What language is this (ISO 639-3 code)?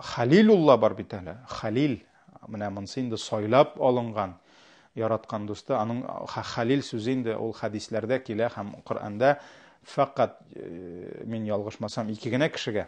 tat